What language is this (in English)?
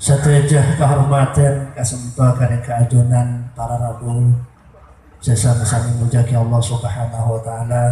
Madurese